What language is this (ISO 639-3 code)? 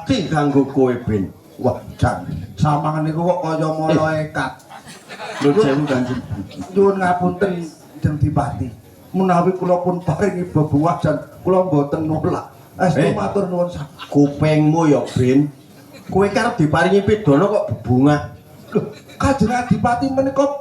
jav